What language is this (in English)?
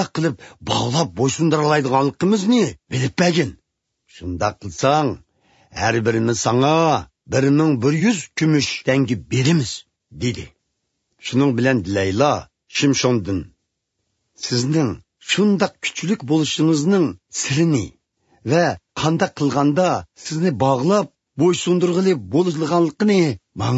Uyghur